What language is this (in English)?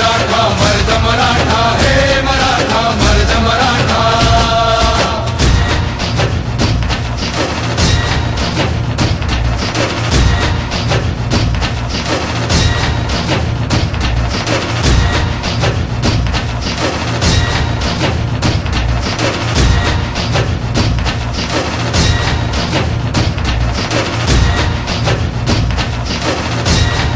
Marathi